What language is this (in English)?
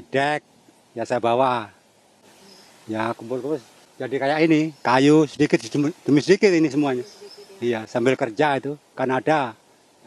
Indonesian